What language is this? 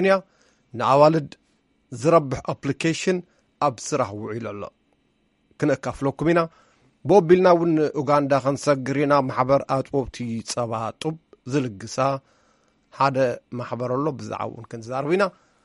Tigrinya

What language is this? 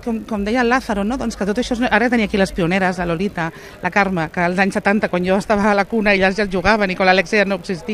Catalan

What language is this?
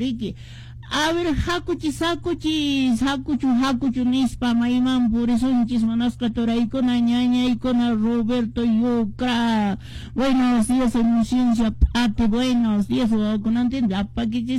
Quechua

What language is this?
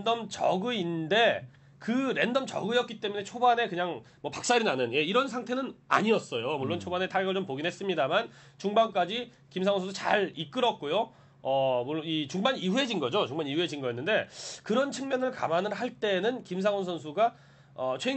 Korean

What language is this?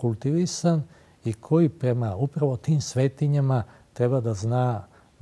Serbian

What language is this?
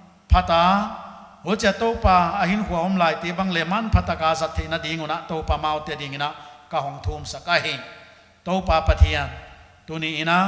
Paite Chin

